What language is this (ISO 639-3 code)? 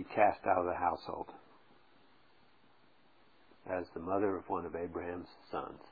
eng